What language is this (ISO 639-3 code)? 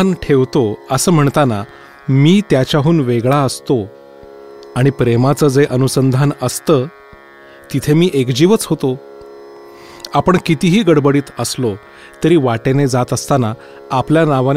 mar